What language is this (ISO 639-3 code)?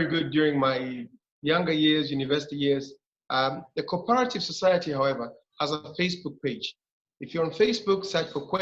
ach